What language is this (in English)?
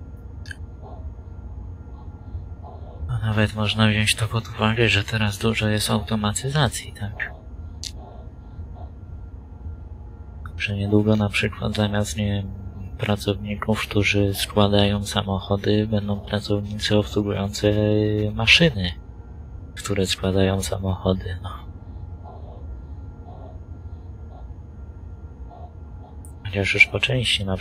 Polish